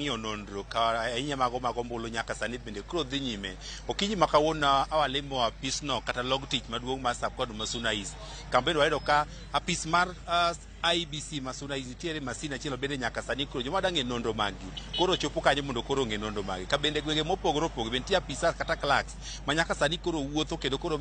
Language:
Luo (Kenya and Tanzania)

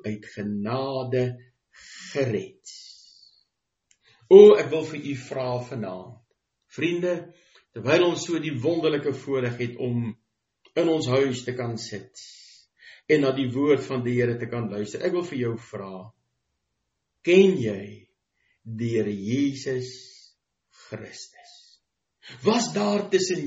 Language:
Afrikaans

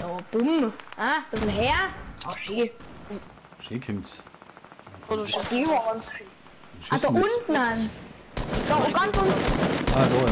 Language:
Bavarian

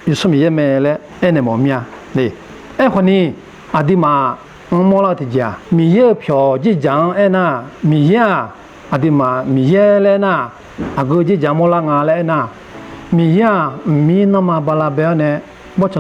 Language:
Akha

